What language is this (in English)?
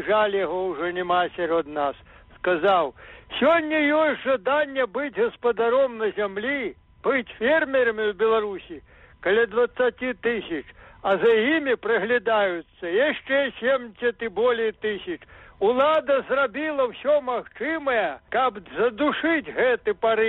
Belarusian